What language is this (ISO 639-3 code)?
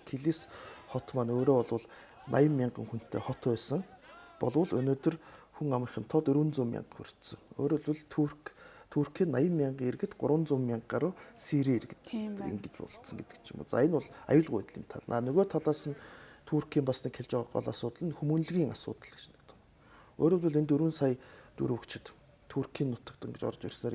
mon